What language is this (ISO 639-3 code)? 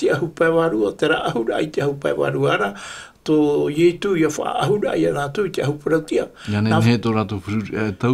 tah